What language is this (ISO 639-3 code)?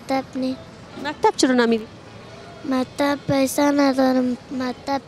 fas